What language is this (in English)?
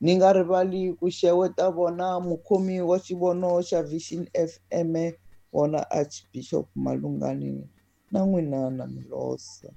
Tsonga